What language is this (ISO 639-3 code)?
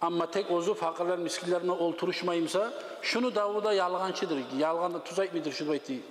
kum